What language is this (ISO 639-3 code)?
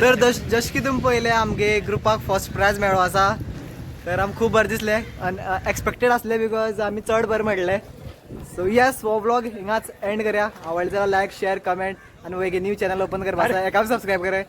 kok